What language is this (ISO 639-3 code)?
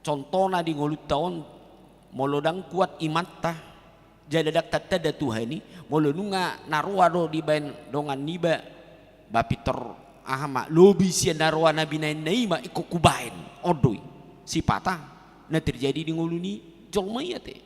bbc